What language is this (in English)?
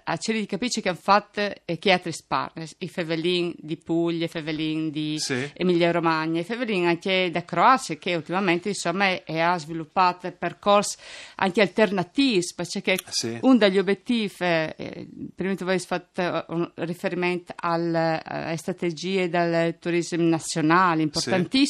Friulian